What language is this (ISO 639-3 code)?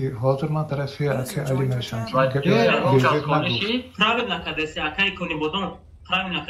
tgk